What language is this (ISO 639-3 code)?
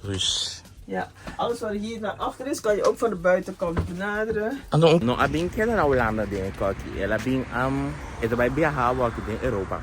pap